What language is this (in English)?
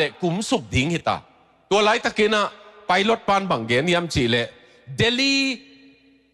Tedim Chin